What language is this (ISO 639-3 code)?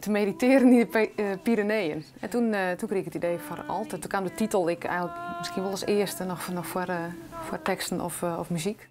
fry